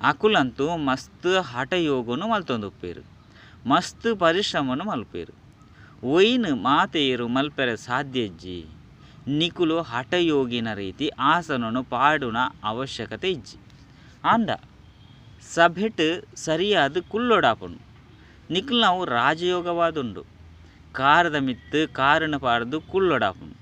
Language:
Tulu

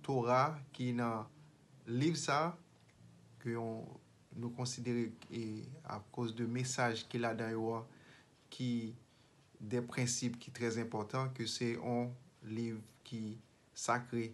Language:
Haitian Creole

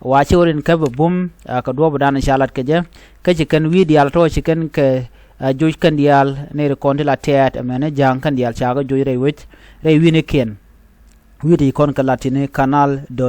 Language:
Nuer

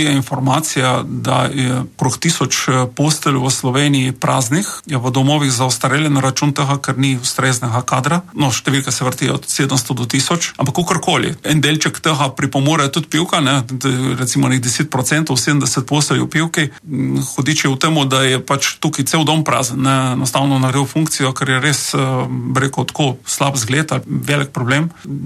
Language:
Slovenian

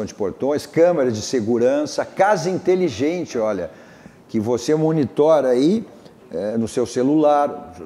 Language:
Portuguese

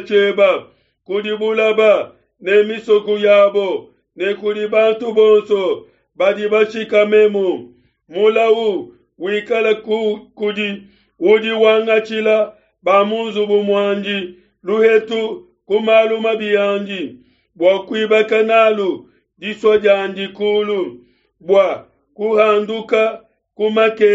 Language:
Luba-Lulua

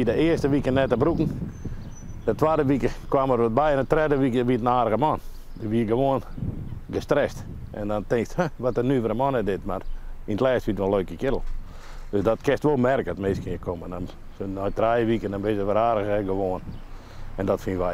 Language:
Western Frisian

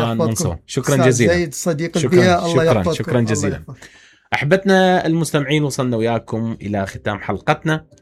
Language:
Mesopotamian Arabic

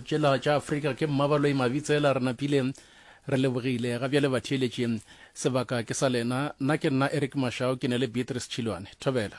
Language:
Northern Sotho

